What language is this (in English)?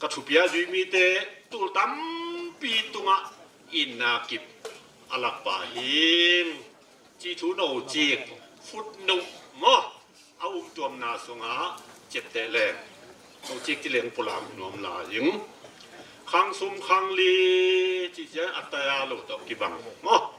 Tedim Chin